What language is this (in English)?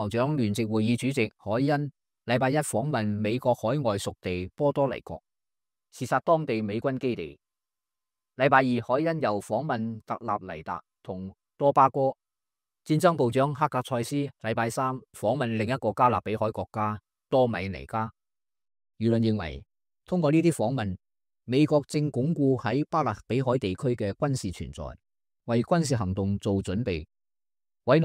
Cantonese